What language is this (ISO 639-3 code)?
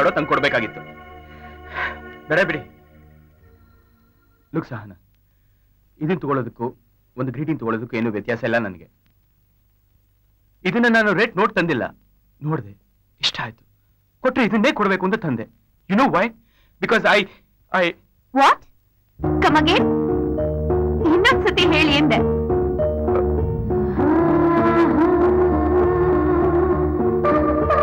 kan